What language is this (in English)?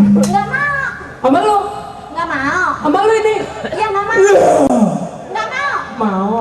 Betawi